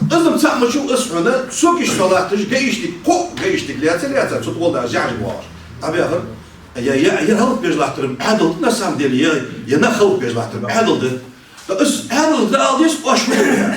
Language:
Ingush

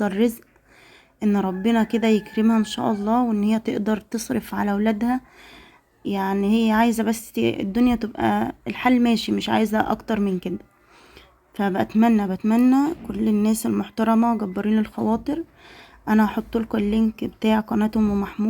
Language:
Egyptian Arabic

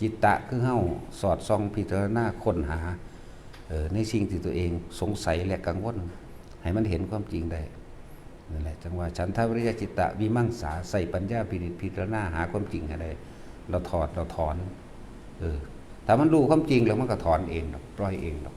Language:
Northeastern Thai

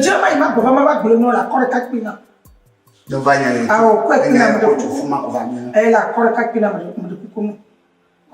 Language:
Ewe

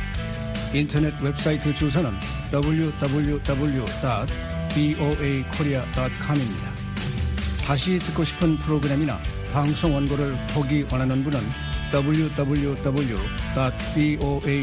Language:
Korean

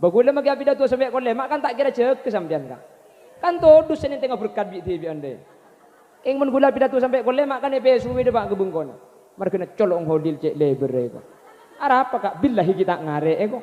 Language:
Madurese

